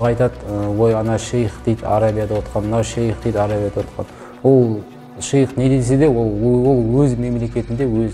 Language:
Kazakh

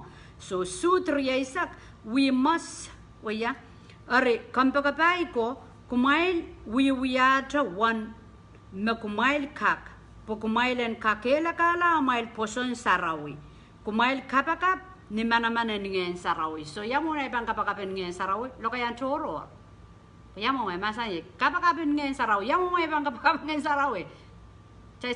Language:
Pohnpeian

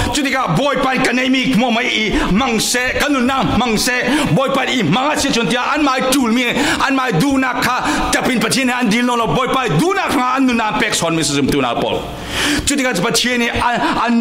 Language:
Falam Chin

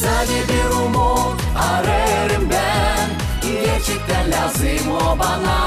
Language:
Gagauz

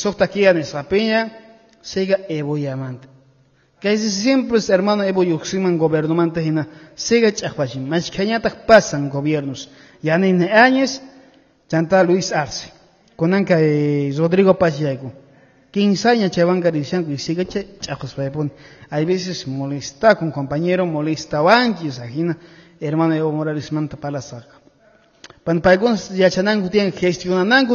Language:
Quechua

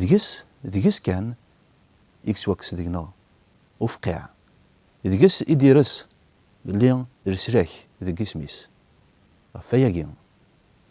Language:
Kabyle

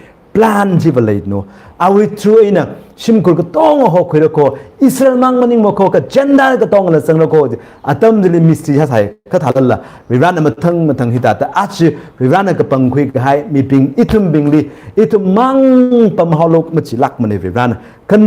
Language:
Tangkhul Naga (India)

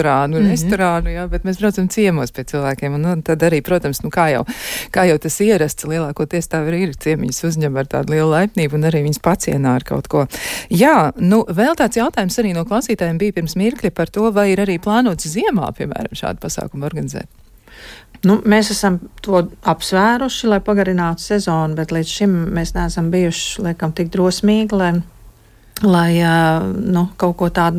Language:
Latvian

